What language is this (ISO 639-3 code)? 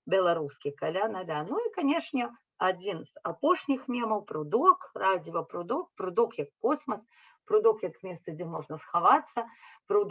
bel